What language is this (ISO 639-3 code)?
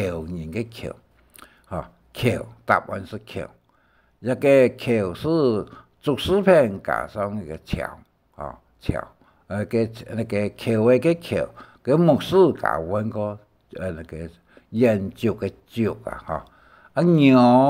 hak